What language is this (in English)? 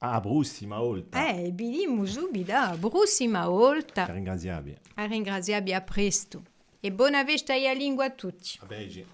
Corsican